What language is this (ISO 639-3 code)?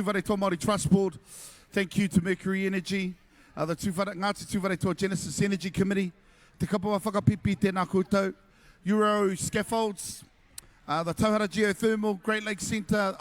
mri